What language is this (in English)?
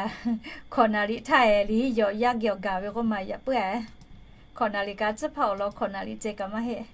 Lahu